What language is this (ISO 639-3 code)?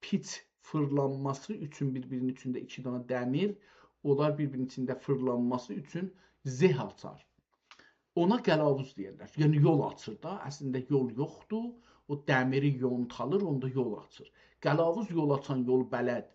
azb